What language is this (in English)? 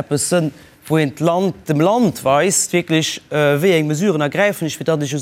Luxembourgish